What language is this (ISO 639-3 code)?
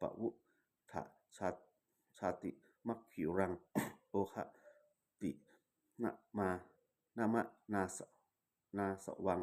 pli